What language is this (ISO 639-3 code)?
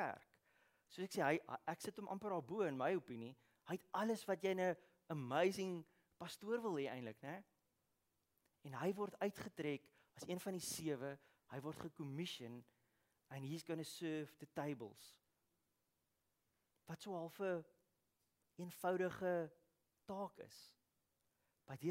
afr